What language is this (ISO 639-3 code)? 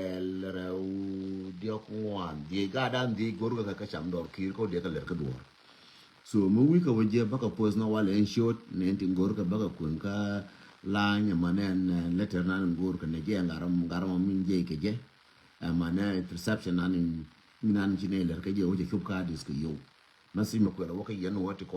nus